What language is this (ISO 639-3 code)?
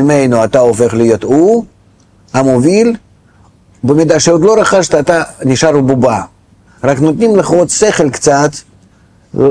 heb